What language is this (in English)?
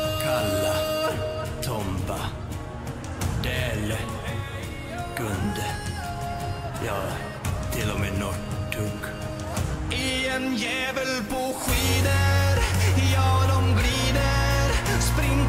Swedish